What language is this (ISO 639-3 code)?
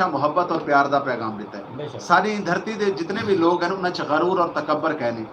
skr